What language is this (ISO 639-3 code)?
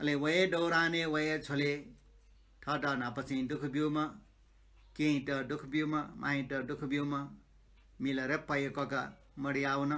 new